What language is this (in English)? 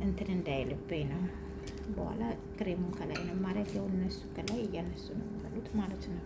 Amharic